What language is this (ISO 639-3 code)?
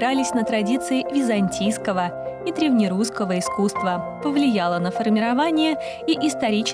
rus